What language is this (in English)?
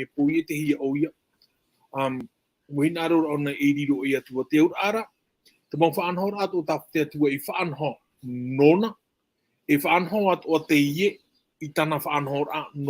Tahitian